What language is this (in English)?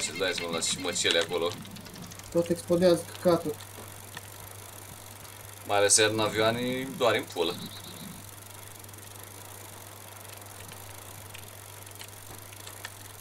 Romanian